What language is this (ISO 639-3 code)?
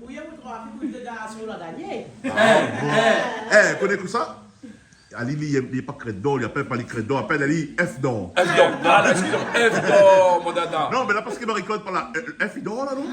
rcf